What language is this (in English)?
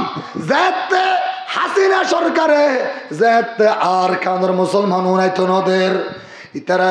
Rohingya